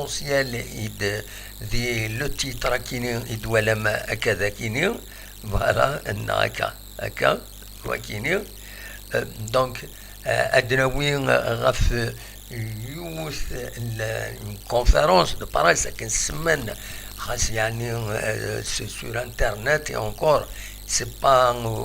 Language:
Kabyle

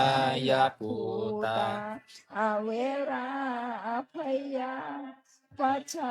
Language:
Pali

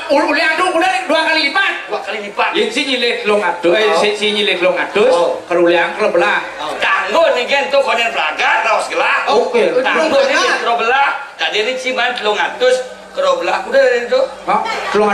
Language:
Balinese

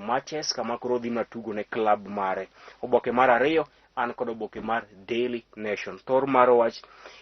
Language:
Luo (Kenya and Tanzania)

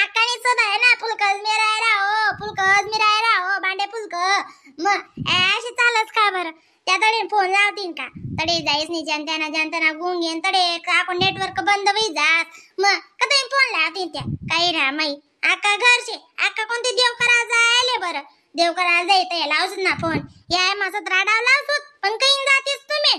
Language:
Khandesi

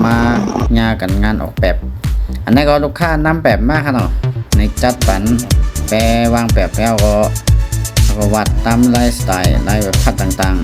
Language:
Shan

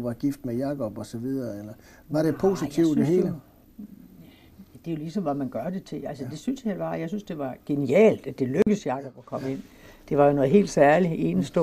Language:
Danish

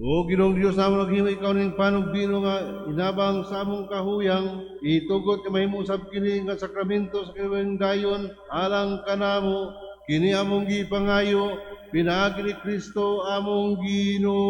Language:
Cebuano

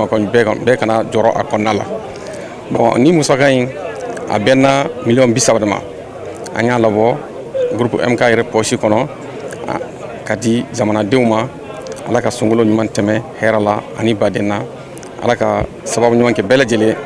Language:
Bambara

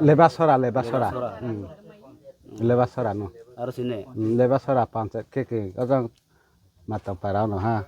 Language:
Riang (India)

